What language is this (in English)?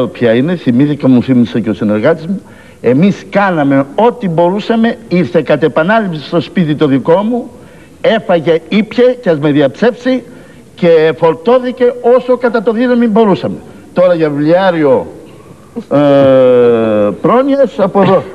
Greek